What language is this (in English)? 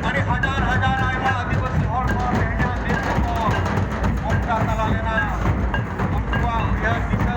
Santali